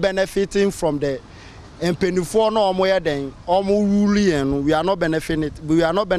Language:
Akan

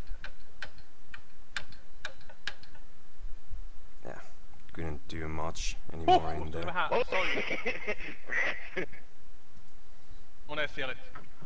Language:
Finnish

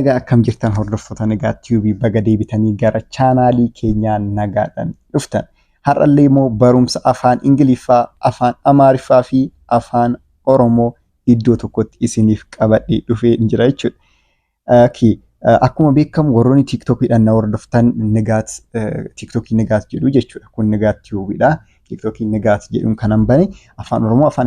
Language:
Oromo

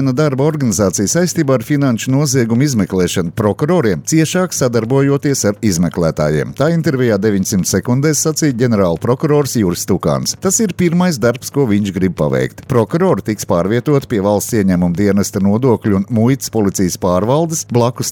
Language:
Latvian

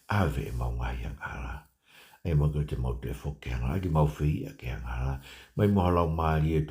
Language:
Tongan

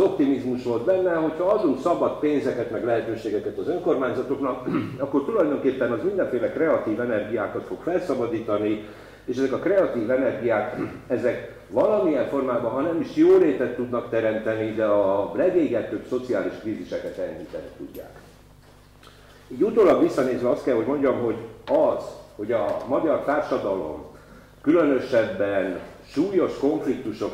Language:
Hungarian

